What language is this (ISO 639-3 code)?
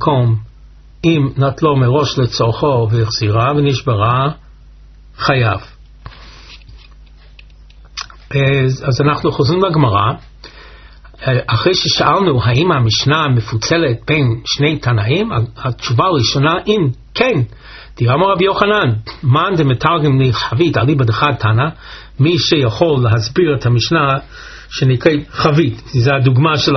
heb